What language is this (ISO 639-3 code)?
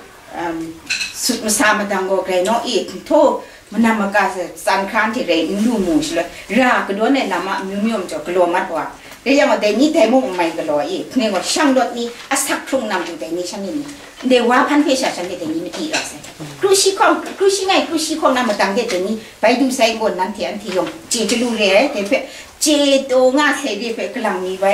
kac